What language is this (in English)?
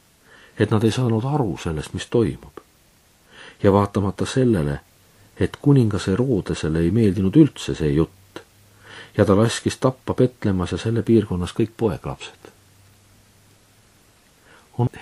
Estonian